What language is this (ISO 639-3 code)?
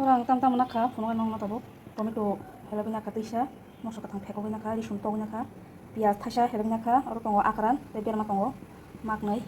trp